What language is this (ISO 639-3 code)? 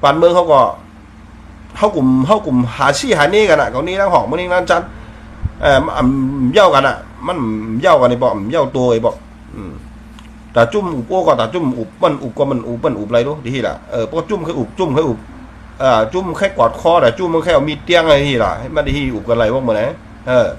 shn